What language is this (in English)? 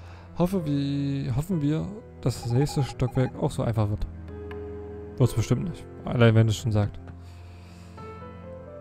German